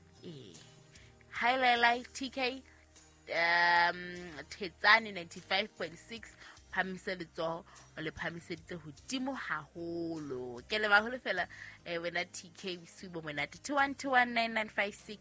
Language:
Southern Sotho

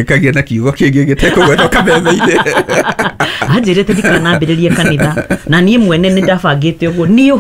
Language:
Kikuyu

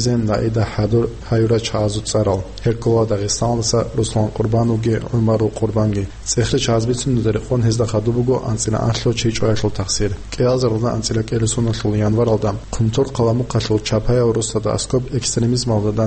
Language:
Avaric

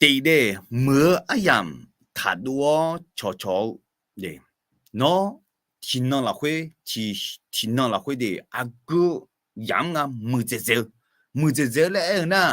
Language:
Akha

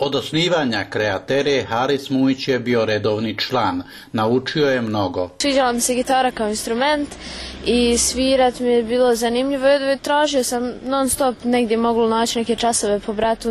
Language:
Bosnian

